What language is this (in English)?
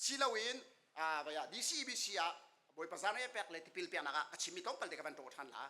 Hakha Chin